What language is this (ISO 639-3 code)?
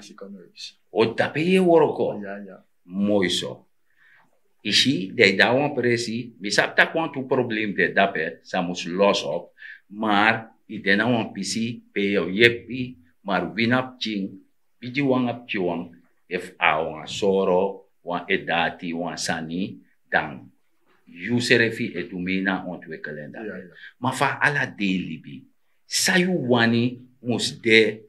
srn